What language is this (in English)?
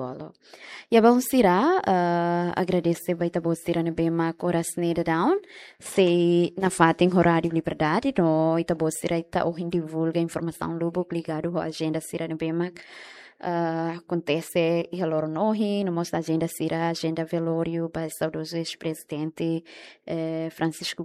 Tetum